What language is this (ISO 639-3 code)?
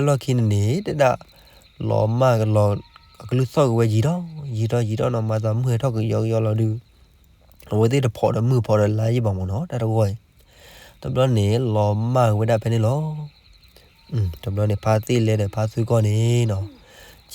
ksw